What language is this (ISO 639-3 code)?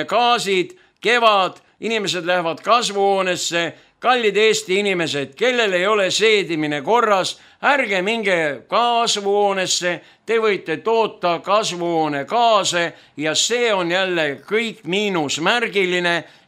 est